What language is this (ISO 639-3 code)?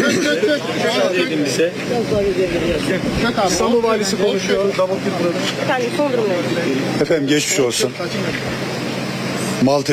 tur